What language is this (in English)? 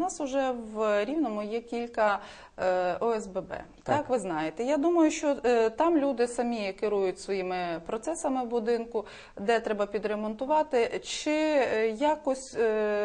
Ukrainian